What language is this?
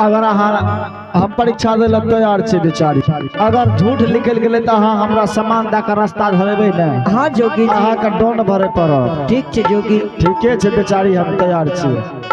Angika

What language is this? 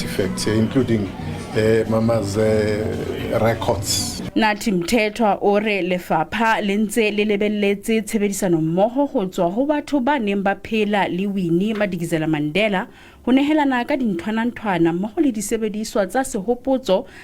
Southern Sotho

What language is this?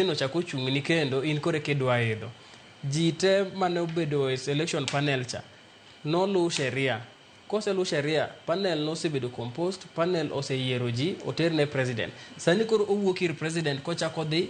Luo (Kenya and Tanzania)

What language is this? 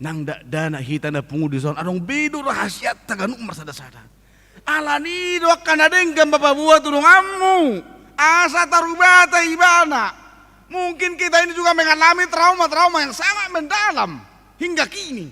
Batak Toba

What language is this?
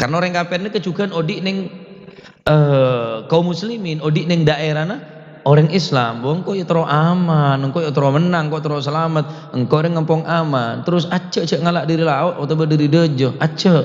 Madurese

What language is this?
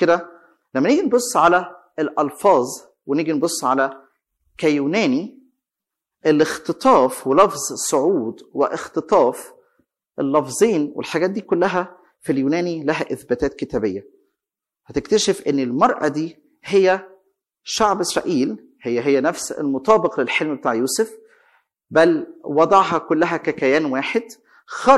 Egyptian Arabic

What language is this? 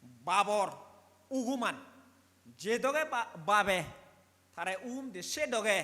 Chakma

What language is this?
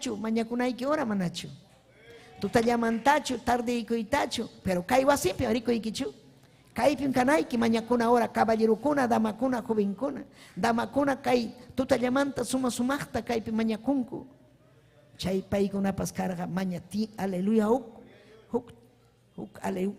Ayacucho Quechua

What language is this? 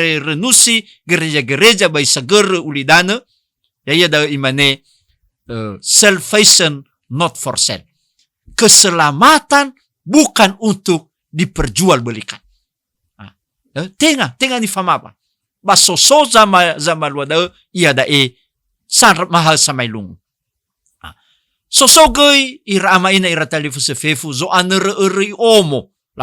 Nias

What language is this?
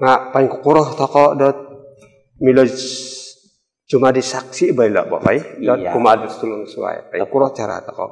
Central Dusun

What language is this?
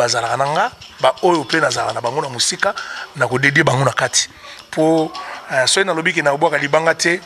Lingala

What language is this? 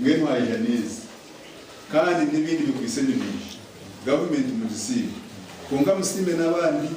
Nyankole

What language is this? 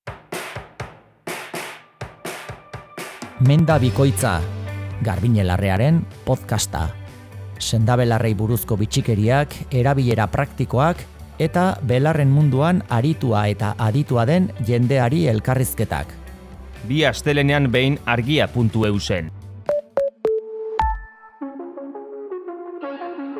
Basque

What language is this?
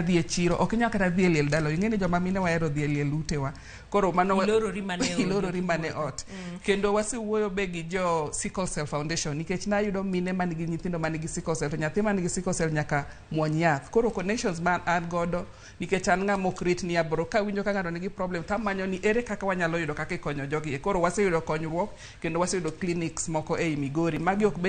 Luo (Kenya and Tanzania)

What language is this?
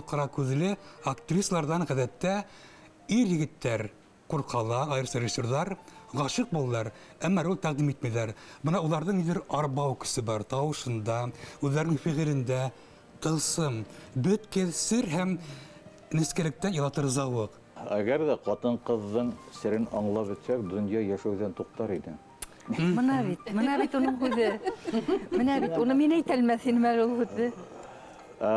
Bashkir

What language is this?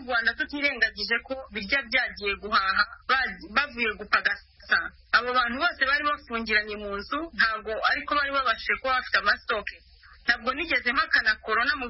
Kinyarwanda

